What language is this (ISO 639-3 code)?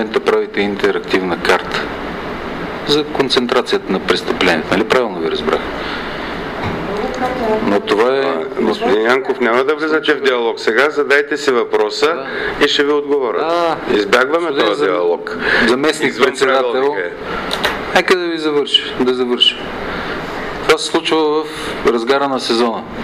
bul